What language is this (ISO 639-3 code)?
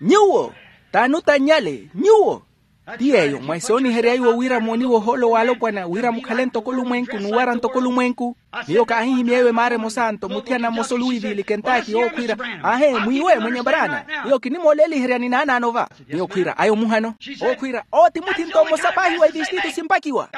vmw